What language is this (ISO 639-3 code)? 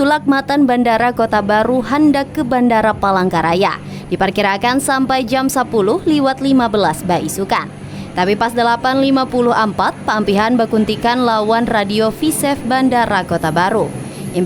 bjn